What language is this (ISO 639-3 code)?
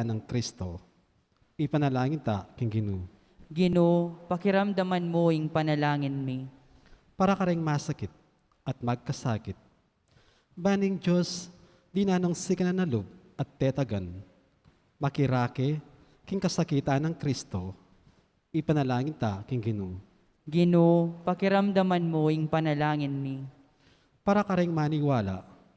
pam